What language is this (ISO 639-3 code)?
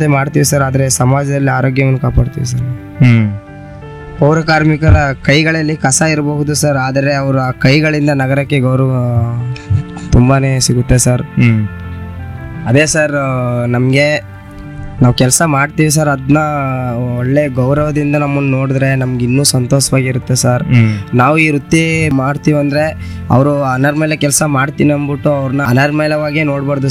kan